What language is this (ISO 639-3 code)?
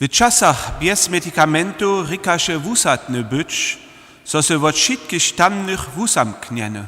hsb